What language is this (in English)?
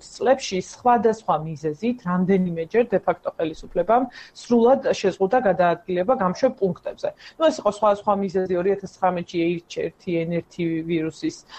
Georgian